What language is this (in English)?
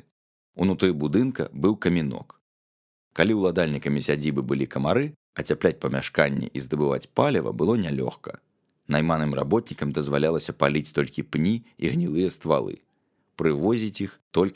Belarusian